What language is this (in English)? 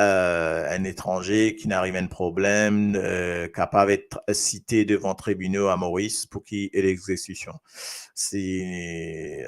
Morisyen